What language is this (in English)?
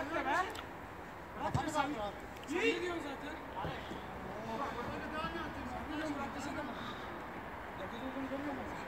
Turkish